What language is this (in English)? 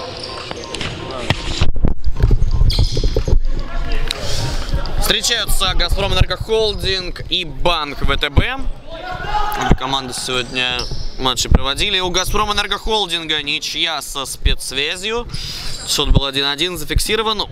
Russian